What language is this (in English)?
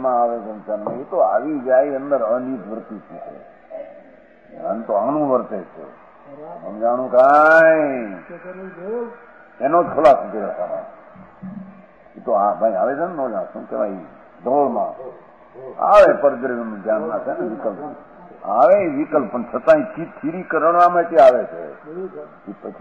Gujarati